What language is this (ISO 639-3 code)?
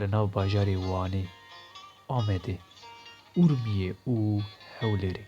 kur